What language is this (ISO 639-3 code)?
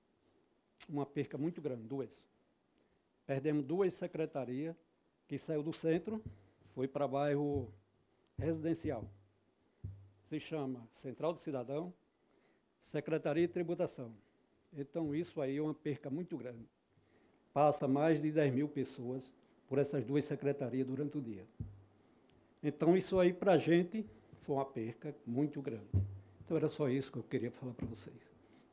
por